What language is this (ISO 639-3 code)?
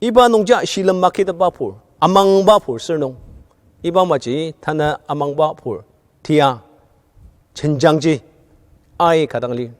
njo